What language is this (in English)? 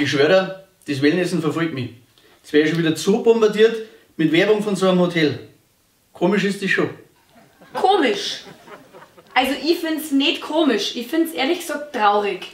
Bavarian